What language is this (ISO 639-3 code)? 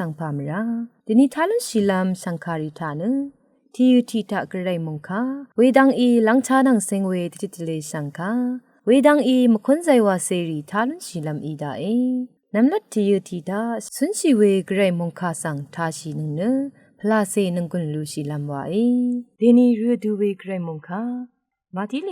raw